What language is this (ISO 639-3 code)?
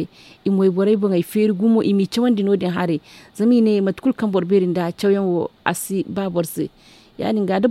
dje